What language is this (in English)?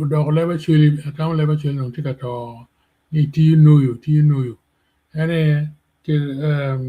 Acoli